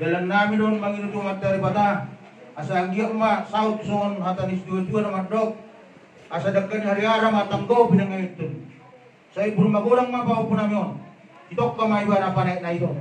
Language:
Batak Toba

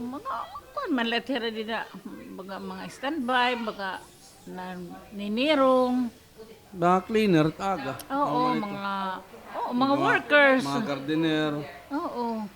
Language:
Waray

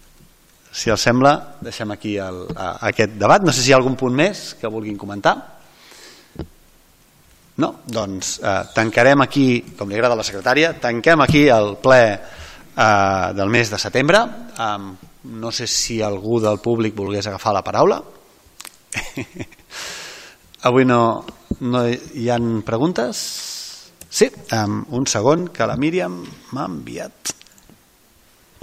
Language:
Catalan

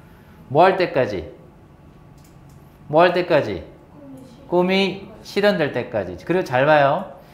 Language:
Korean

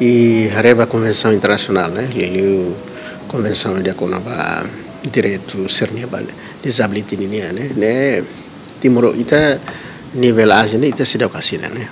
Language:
Tetum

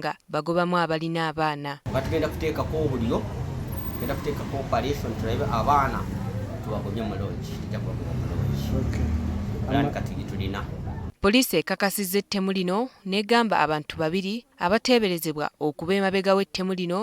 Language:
Ganda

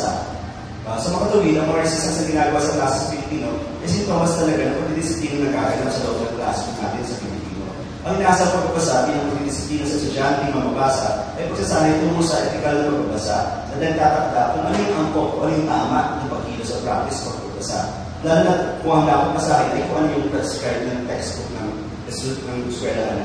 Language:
Filipino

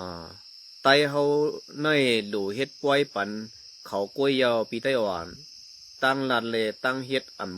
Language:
Shan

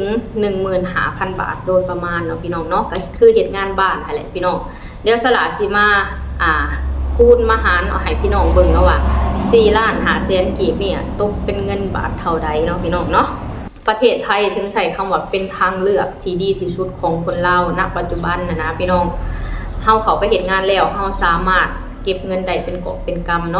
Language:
Lao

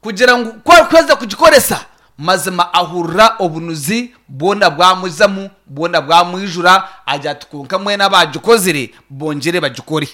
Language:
Nyankole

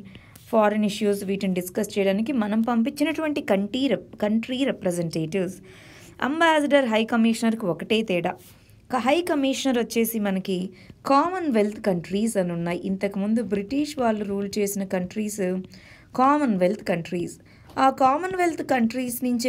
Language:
Telugu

